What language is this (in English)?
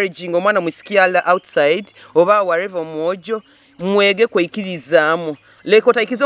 Nyoro